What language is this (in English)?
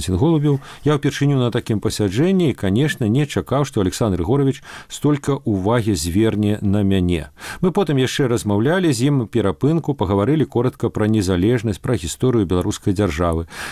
Belarusian